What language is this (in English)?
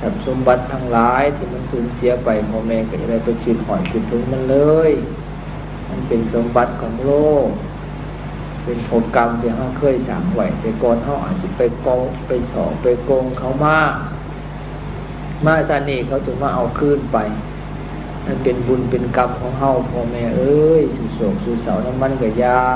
Lao